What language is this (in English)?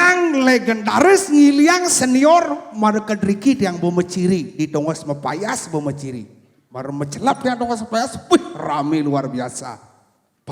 Balinese